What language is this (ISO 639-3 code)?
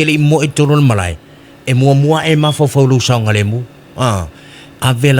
smo